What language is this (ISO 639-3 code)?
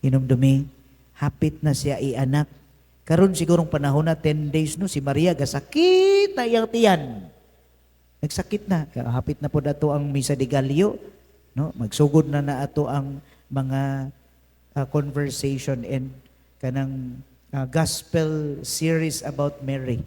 ceb